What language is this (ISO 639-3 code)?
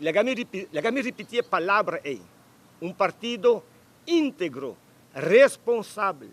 pap